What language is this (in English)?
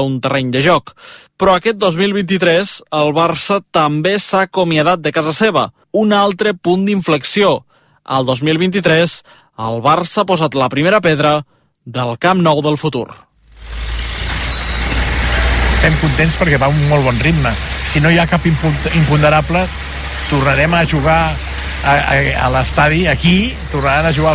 Catalan